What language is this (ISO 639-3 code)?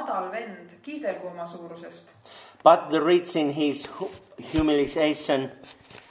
est